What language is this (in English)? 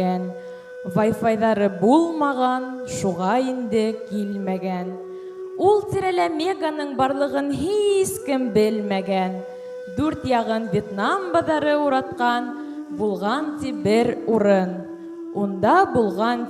Bashkir